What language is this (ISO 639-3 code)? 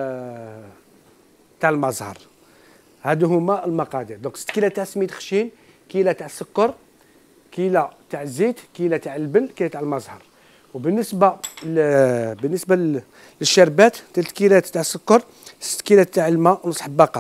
arq